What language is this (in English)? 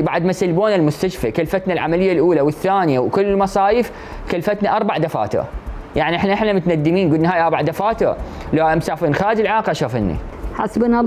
Mesopotamian Arabic